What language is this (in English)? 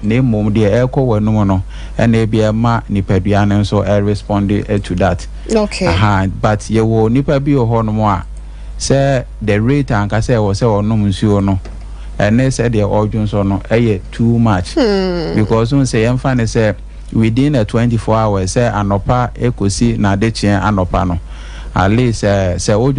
Akan